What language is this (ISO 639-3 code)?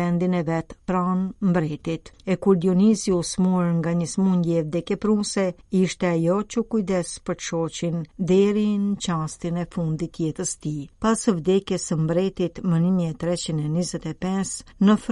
sqi